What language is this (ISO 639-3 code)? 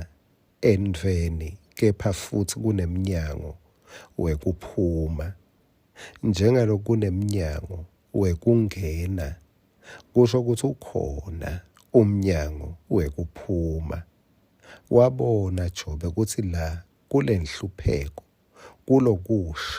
ssw